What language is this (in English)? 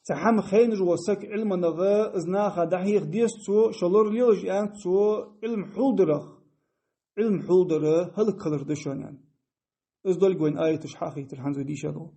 Ingush